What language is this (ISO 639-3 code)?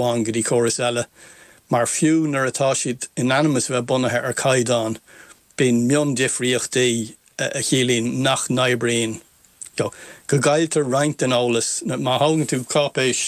gle